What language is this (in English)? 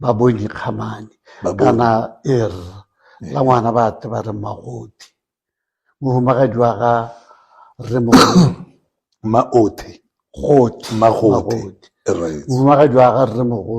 Tswana